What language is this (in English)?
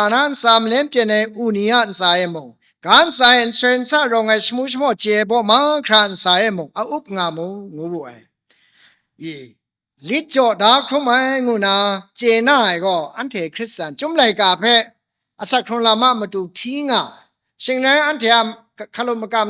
Kachin